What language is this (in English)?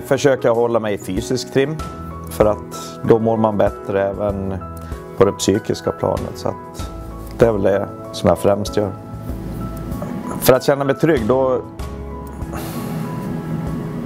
Swedish